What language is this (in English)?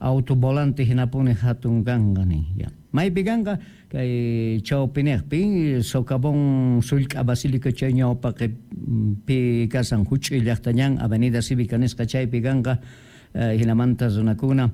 South Bolivian Quechua